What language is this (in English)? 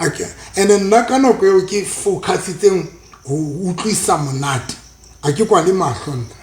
Southern Sotho